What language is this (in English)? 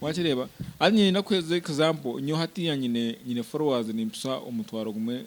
Nyankole